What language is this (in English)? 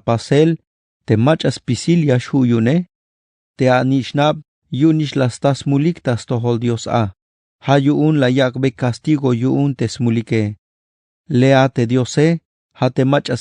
Tzeltal